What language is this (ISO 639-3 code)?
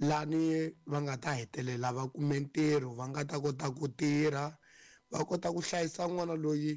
tso